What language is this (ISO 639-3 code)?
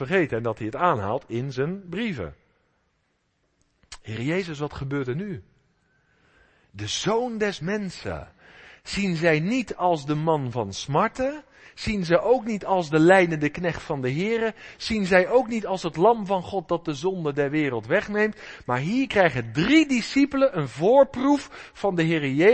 nld